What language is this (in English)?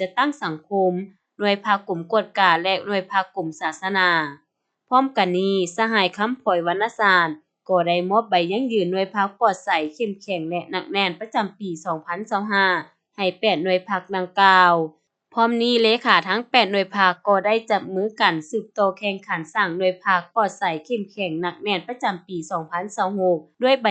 Lao